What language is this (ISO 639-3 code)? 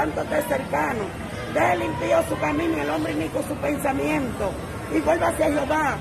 spa